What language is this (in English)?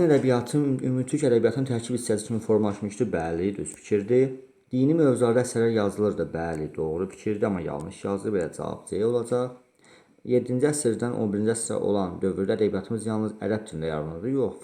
Azerbaijani